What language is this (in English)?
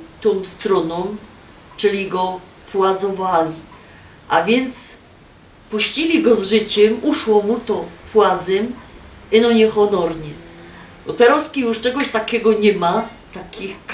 Silesian